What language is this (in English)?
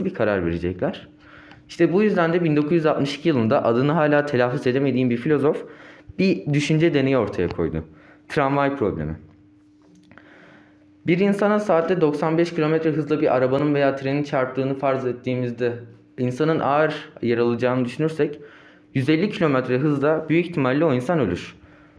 Turkish